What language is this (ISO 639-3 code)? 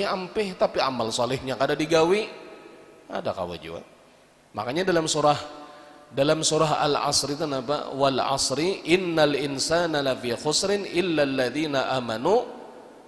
bjn